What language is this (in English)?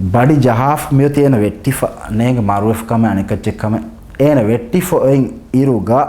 Divehi